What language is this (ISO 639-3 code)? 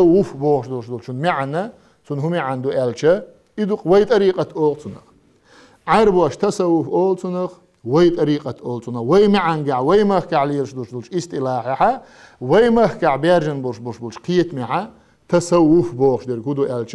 che